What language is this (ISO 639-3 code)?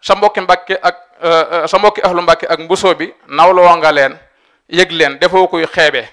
wol